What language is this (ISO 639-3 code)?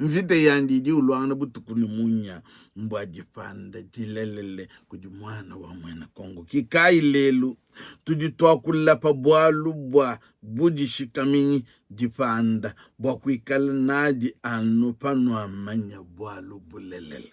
lua